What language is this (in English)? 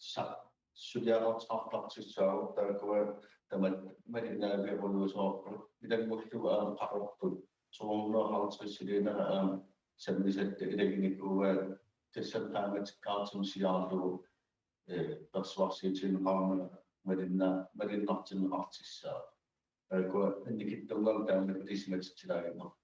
Kalaallisut